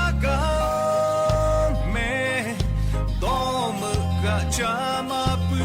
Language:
Lahu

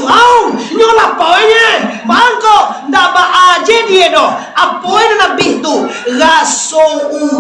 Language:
Minangkabau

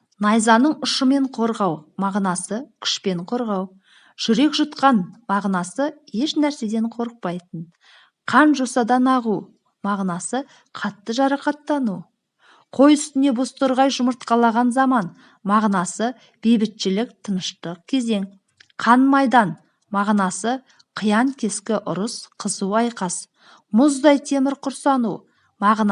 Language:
Kazakh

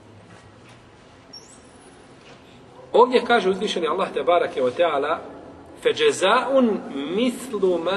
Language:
Bosnian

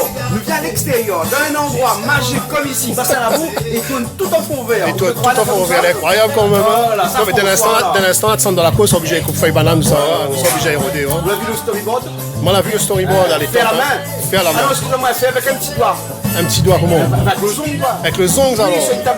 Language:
Réunion Creole French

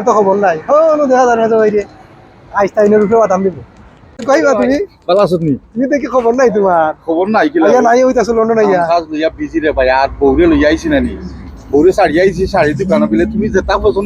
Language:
Sylheti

